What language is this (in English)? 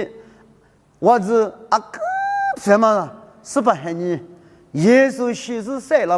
Lisu